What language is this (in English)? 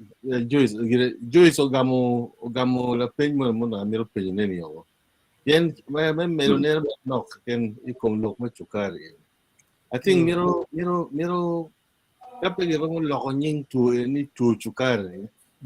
Acoli